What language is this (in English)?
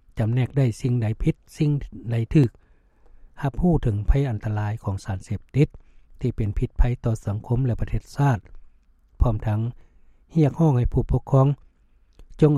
Lao